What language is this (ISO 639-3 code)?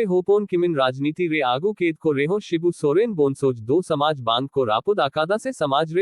sat